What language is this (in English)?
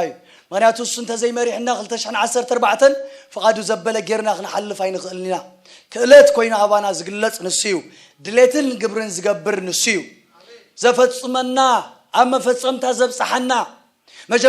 Tigrinya